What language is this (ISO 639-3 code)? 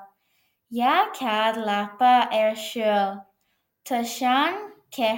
gle